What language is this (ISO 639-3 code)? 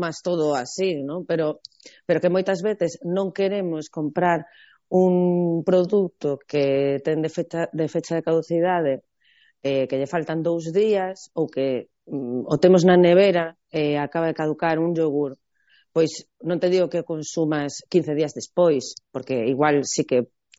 glg